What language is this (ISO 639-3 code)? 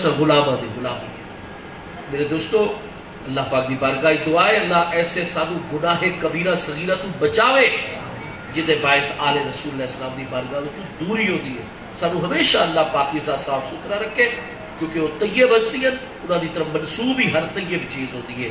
skr